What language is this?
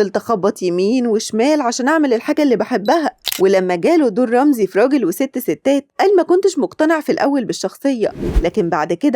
Egyptian Arabic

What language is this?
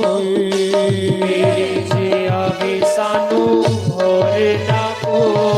Dogri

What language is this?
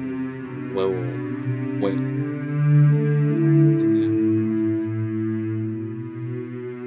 Spanish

